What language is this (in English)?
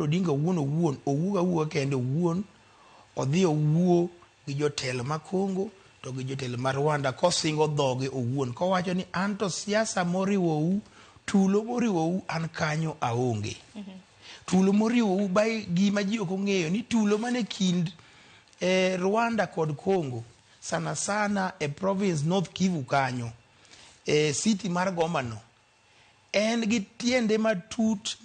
Luo (Kenya and Tanzania)